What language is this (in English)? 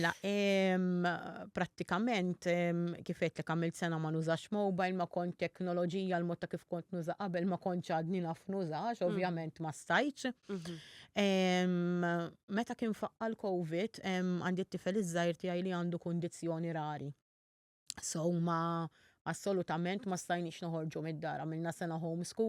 Maltese